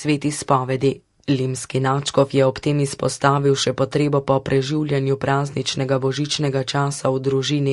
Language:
Slovenian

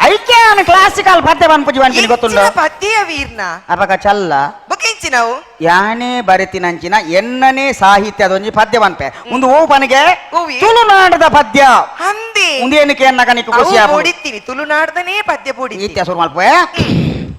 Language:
Tulu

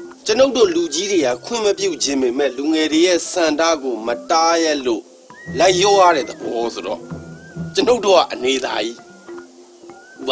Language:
Burmese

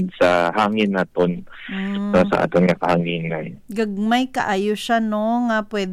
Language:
Hiligaynon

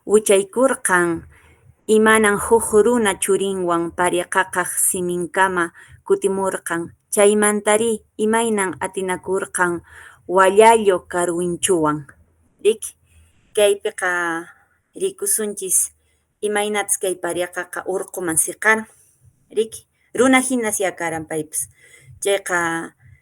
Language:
Quechua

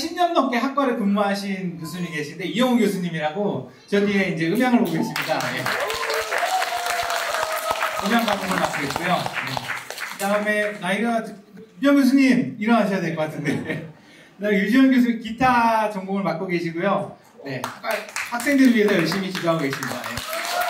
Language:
Korean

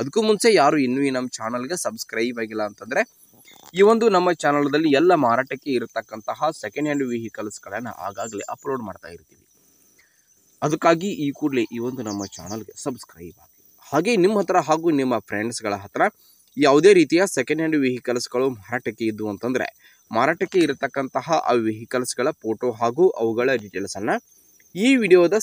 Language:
Kannada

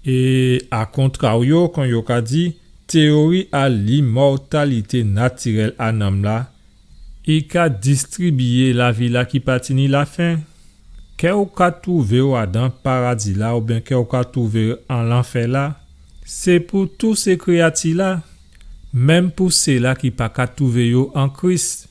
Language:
Guadeloupean Creole French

